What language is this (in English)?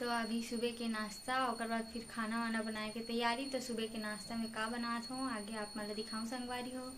Chhattisgarhi